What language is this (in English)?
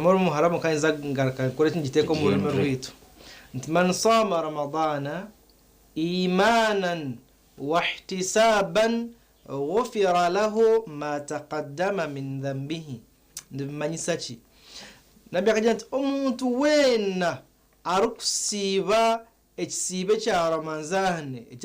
Nyankole